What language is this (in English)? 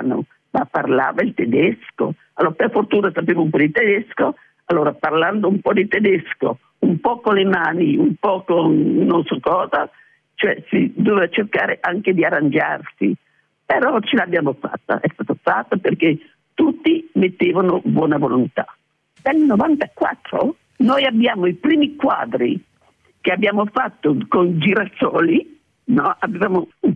Italian